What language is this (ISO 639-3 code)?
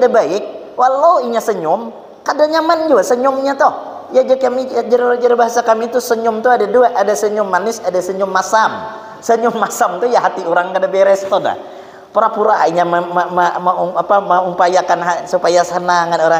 bjn